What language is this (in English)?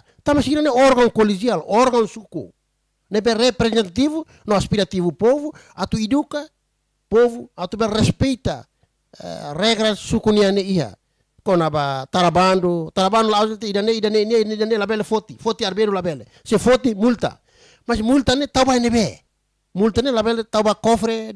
Tetum